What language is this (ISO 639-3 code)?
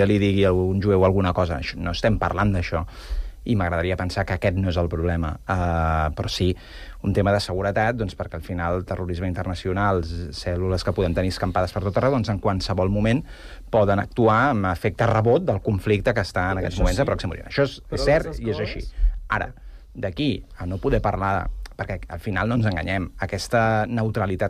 cat